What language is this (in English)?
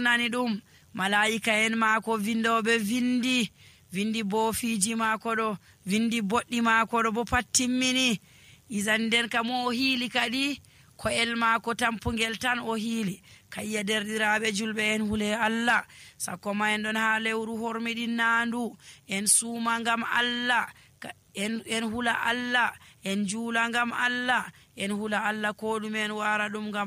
Nigerian Fulfulde